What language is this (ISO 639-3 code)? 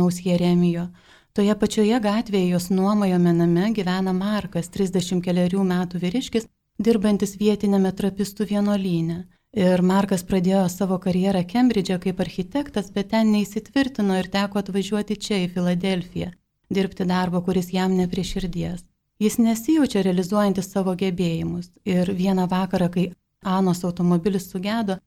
lit